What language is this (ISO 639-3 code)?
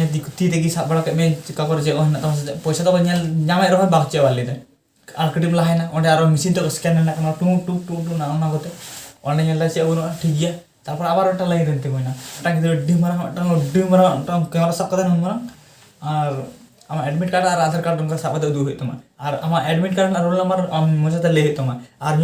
sat